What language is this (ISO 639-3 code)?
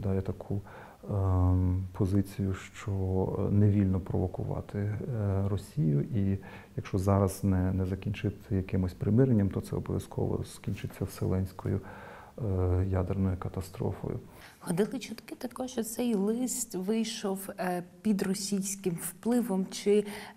ukr